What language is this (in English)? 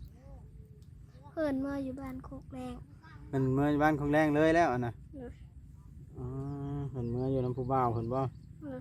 Northeastern Thai